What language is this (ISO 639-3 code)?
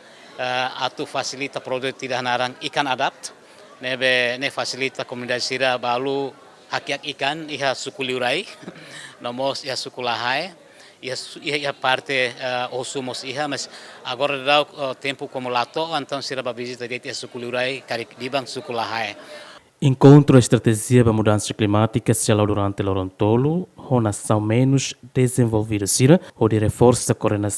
tet